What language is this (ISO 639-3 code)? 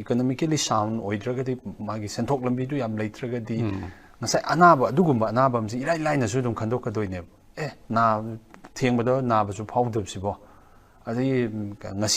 mni